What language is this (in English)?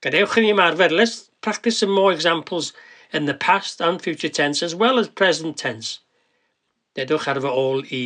Welsh